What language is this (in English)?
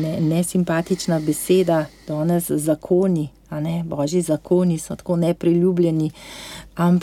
Slovenian